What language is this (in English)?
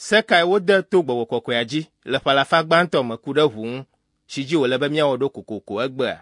Ewe